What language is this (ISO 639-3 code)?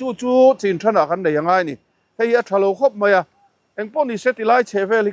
lus